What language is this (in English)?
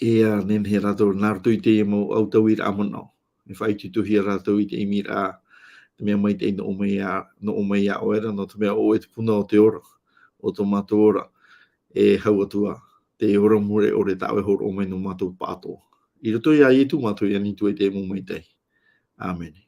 Tahitian